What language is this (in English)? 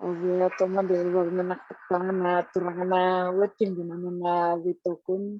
Fijian